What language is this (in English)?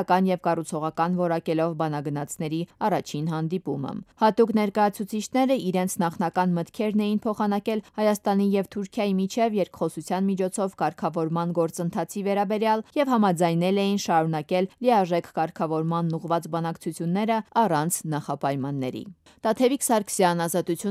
Armenian